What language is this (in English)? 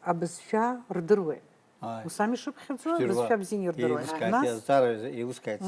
Abkhazian